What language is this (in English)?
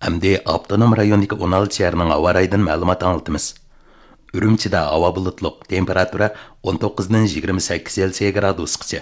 Uyghur